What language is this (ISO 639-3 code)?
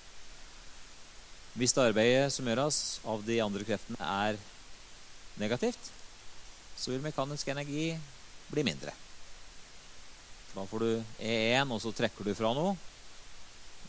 nor